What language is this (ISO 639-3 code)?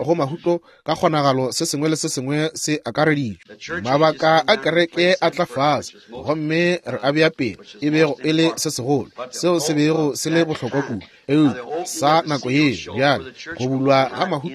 nso